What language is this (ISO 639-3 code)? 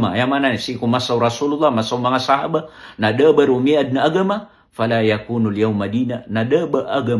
mrw